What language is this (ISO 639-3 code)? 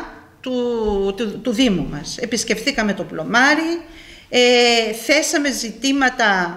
ell